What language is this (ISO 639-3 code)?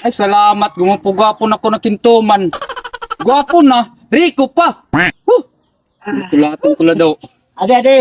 war